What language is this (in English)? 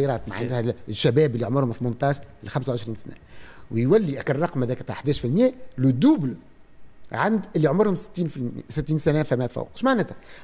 Tunisian Arabic